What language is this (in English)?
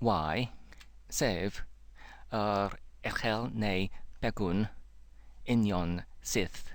Welsh